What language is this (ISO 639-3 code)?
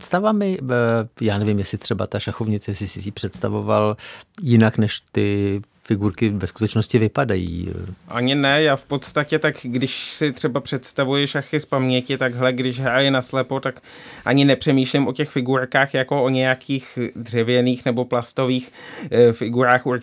ces